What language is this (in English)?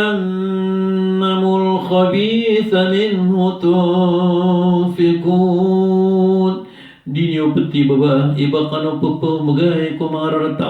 Maranao